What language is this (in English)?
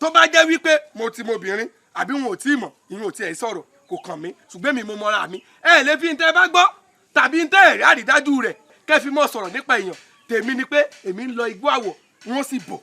Yoruba